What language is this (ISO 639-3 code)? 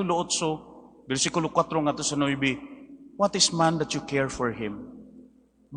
ceb